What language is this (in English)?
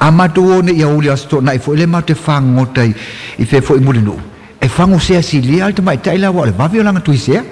Samoan